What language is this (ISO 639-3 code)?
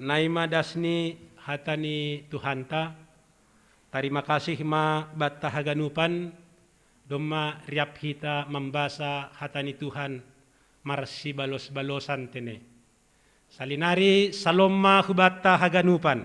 bts